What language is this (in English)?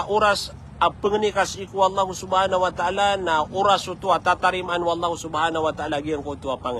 Maranao